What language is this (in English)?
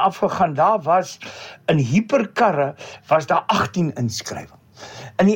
Afrikaans